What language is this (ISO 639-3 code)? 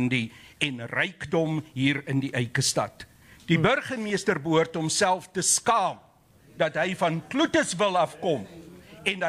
afr